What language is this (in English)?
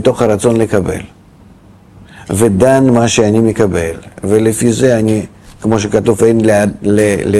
Hebrew